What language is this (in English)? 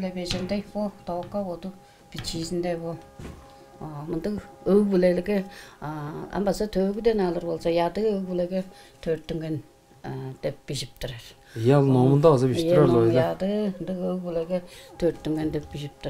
Tuvinian